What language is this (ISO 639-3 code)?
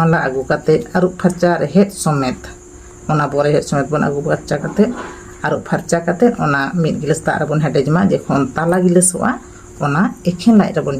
sat